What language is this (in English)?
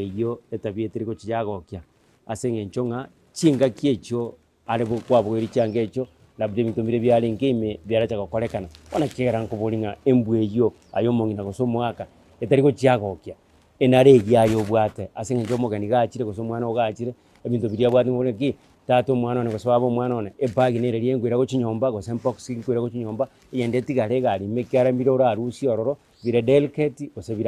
Gusii